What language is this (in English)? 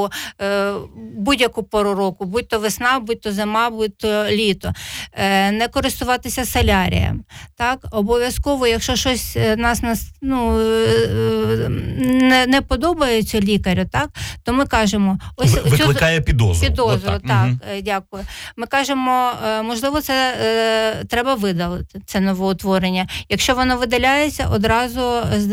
Ukrainian